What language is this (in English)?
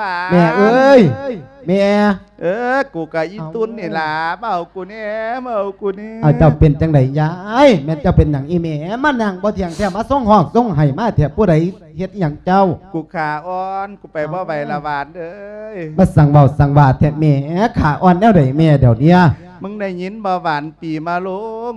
Lao